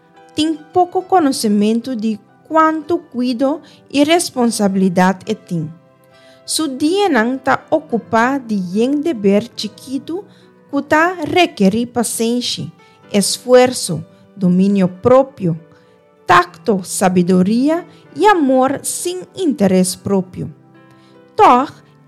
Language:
Papiamento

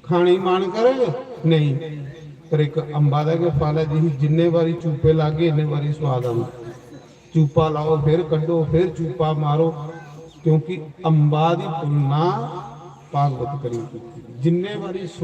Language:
Dogri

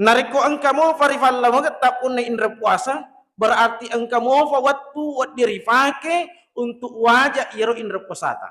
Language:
Buginese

